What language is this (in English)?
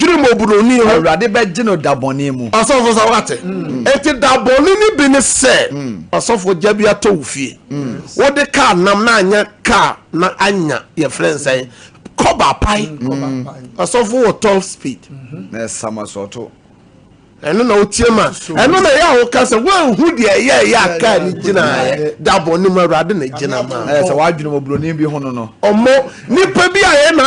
Akan